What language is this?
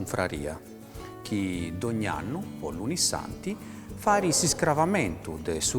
Sardinian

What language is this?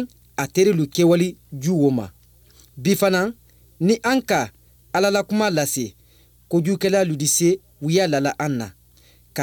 Bambara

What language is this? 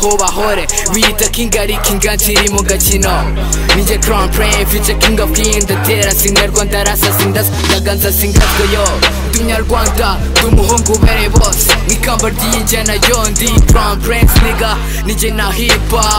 Kinyarwanda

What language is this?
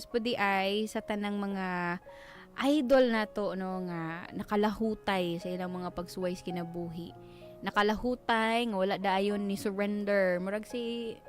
Cebuano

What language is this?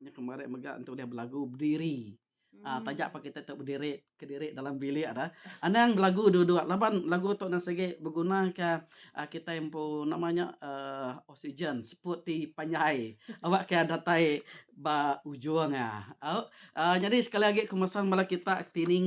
Iban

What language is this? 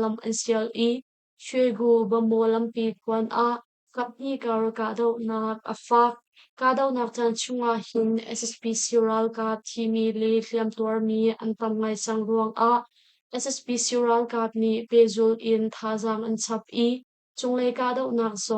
Hakha Chin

